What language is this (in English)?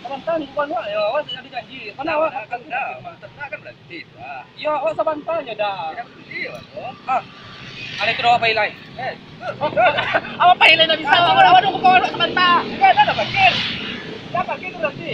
Minangkabau